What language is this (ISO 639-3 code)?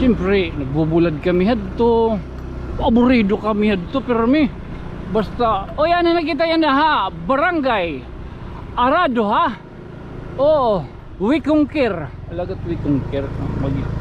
war